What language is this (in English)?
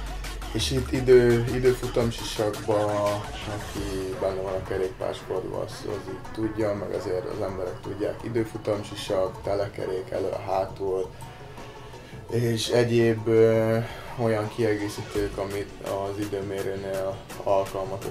Hungarian